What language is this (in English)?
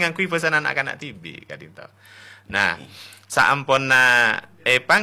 Madurese